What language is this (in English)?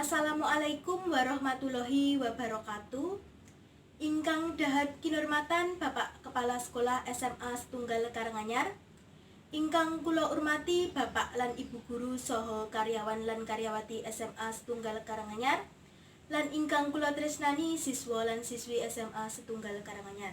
Javanese